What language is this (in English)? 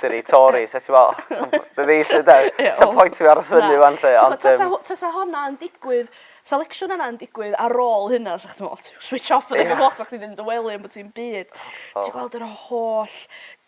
Welsh